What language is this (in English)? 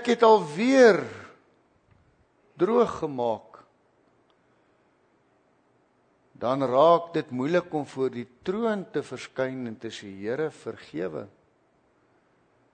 Afrikaans